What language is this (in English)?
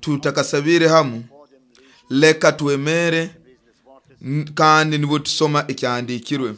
Nyoro